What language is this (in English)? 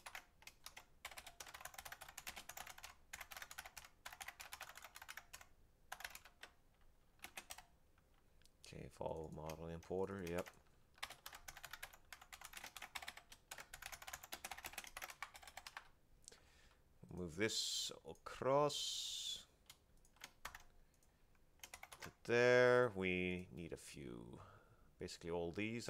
English